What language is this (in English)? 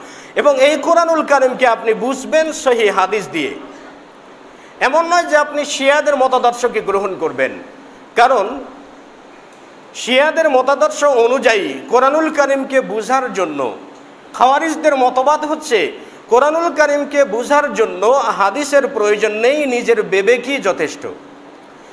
Bangla